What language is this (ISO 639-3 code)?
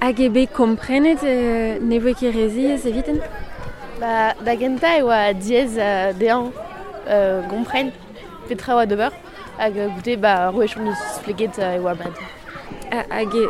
bre